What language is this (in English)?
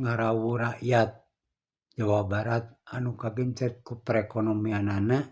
Sundanese